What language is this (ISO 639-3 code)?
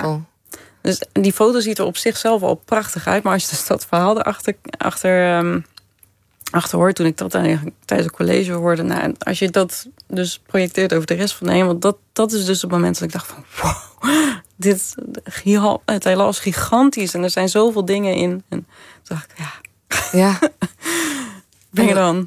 nld